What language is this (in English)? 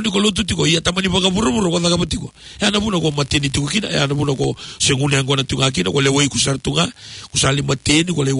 Fijian